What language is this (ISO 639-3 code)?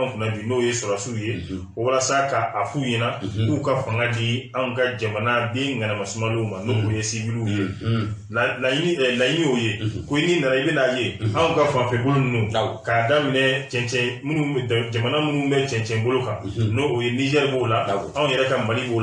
bam